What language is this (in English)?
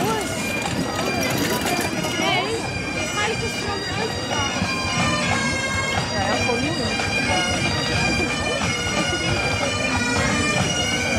Dutch